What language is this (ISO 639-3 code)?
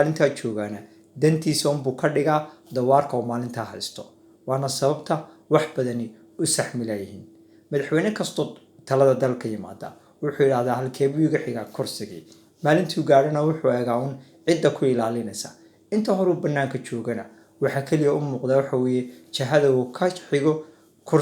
som